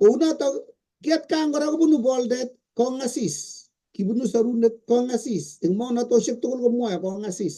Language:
Kalenjin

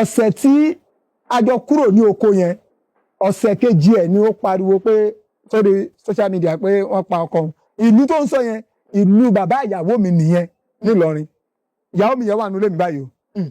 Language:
Yoruba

